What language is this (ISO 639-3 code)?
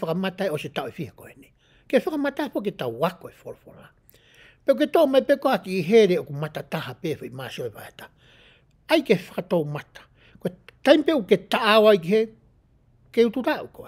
ton